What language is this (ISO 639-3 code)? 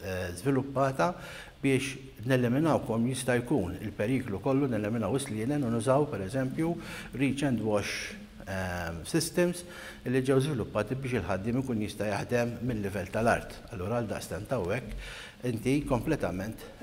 mlt